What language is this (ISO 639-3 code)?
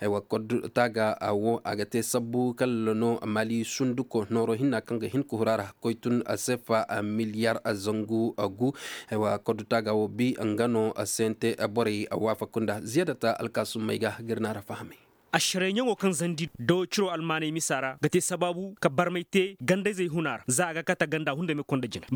ses